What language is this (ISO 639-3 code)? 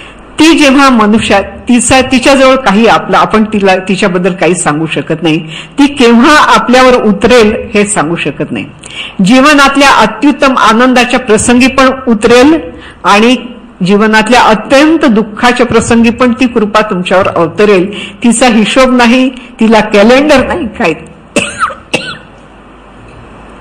mar